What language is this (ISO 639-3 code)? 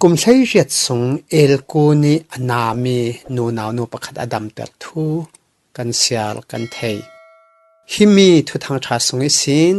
cfm